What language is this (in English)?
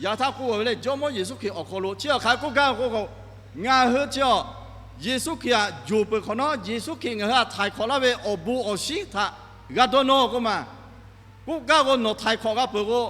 Lahu